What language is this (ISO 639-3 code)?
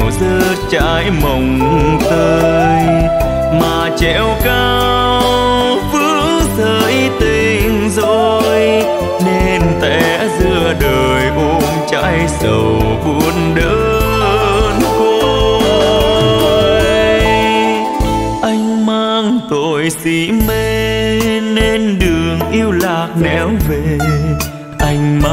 vie